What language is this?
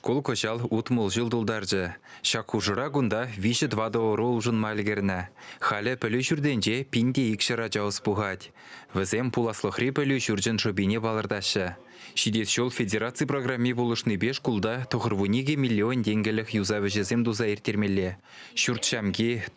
Chuvash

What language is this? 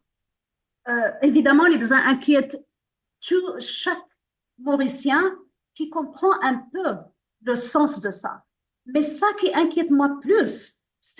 Morisyen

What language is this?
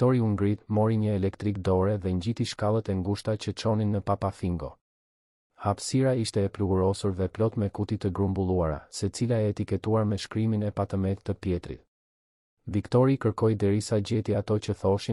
Albanian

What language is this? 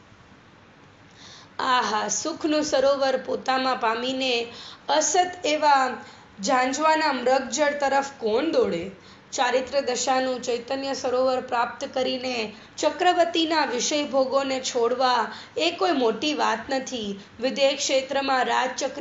Gujarati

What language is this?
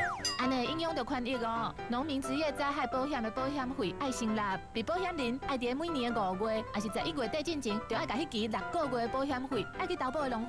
Min Nan Chinese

